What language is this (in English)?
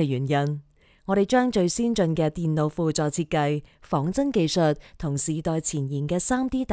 Cantonese